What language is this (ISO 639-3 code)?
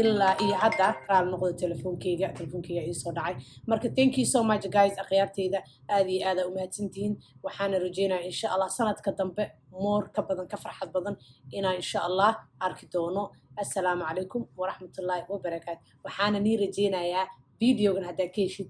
som